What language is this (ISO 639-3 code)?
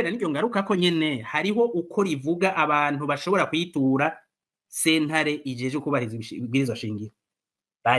run